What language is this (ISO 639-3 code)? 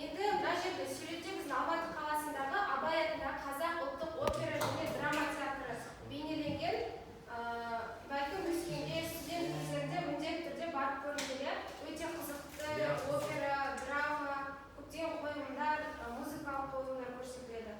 kaz